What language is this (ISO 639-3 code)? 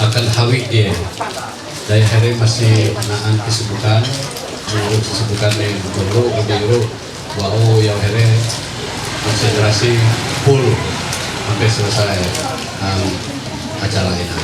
mhy